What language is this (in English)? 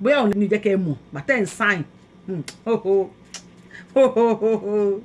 Yoruba